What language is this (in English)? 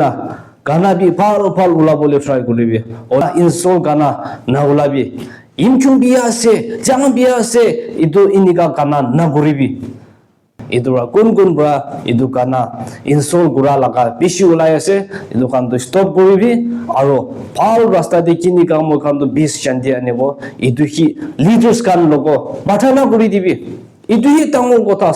Naga Pidgin